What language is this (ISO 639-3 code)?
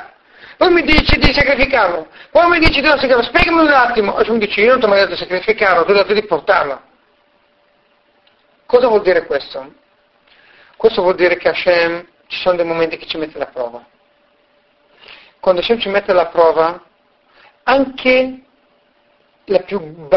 ita